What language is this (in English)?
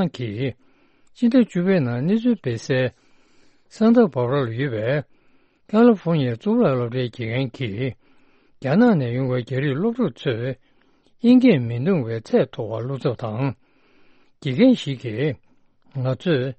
Tibetan